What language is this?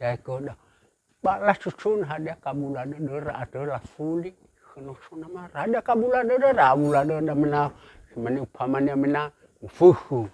Nias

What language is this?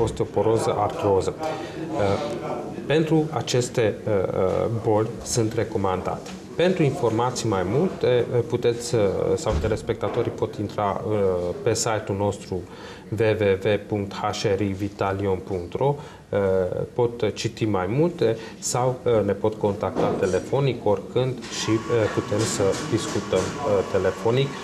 Romanian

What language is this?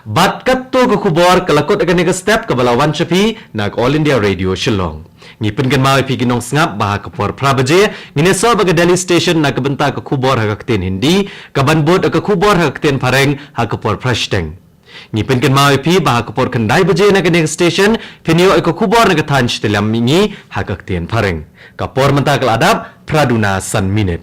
Khasi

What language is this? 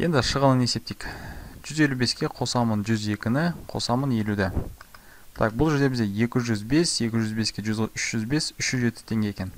Kazakh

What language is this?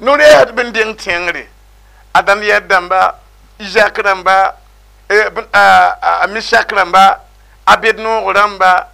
Mossi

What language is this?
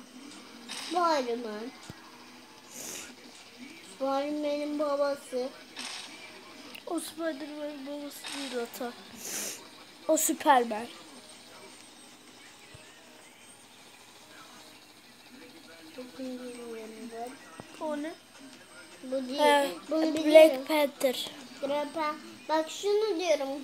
Turkish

